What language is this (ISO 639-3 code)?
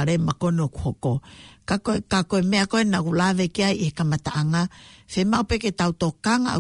ton